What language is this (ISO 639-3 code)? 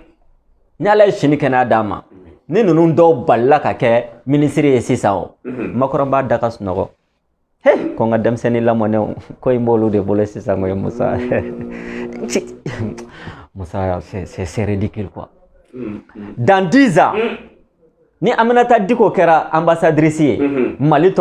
bam